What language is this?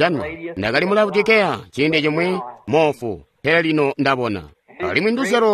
Tonga (Zambia)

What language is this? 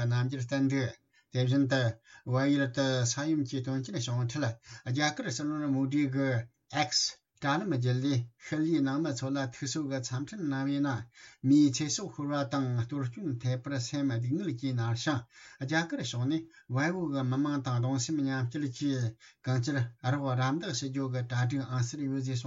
Tibetan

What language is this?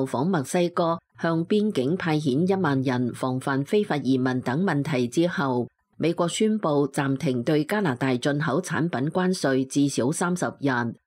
Cantonese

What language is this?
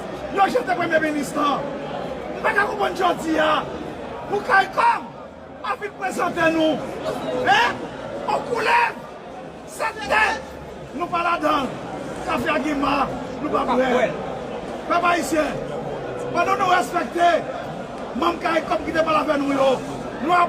Haitian Creole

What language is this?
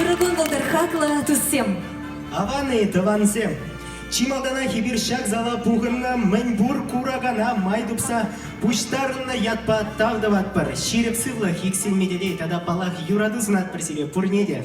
Chuvash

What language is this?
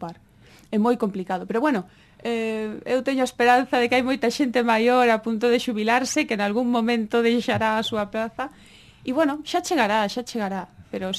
Galician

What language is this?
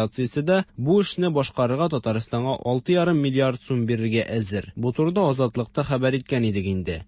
Tatar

